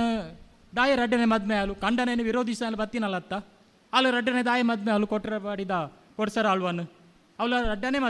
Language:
Tulu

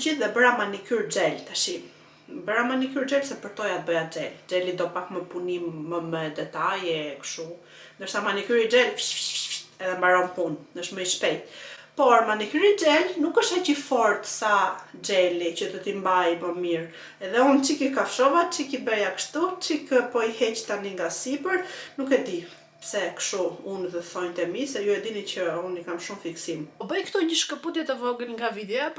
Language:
Albanian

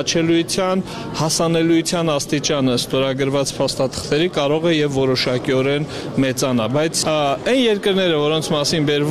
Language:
Armenian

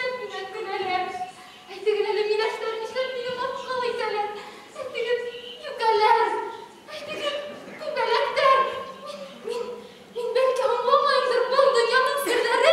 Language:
Bashkir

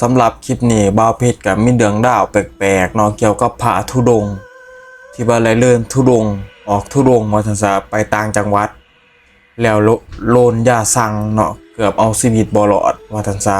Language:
Northeastern Thai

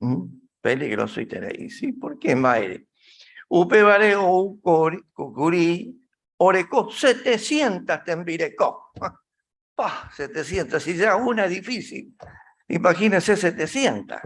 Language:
Guarani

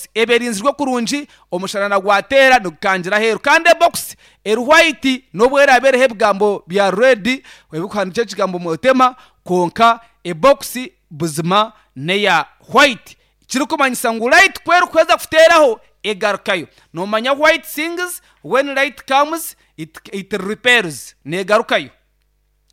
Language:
Nyankole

